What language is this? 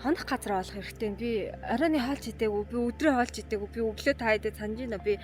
Mongolian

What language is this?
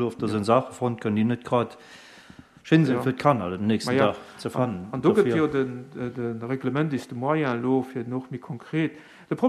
Luxembourgish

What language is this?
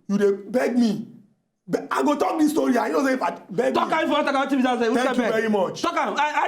Nigerian Pidgin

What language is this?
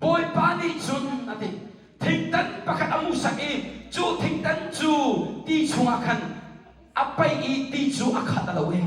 Hakha Chin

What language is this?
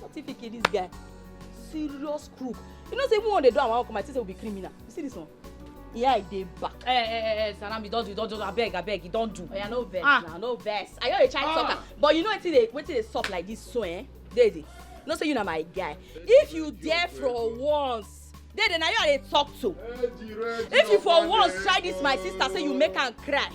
Nigerian Pidgin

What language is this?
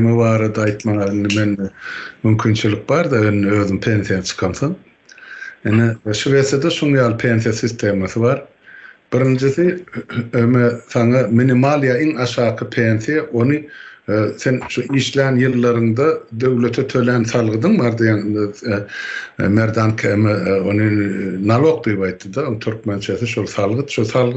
Turkmen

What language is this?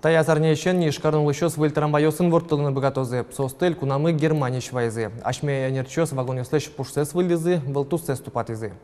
Udmurt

